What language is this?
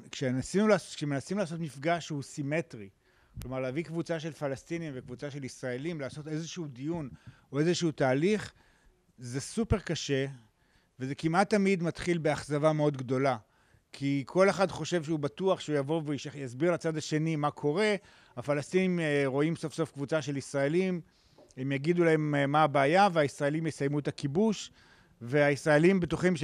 Hebrew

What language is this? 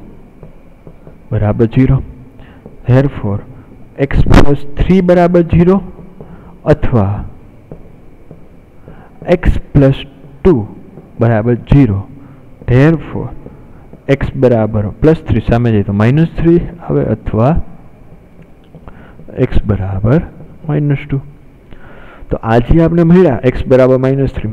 Gujarati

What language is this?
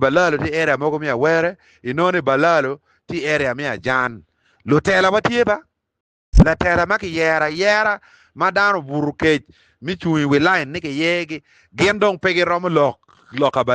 Acoli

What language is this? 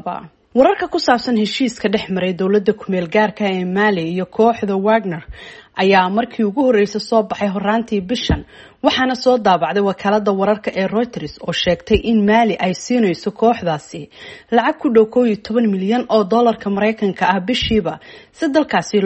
Somali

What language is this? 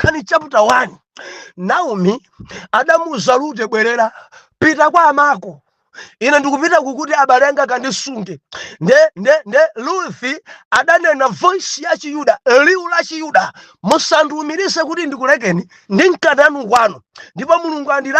Nyanja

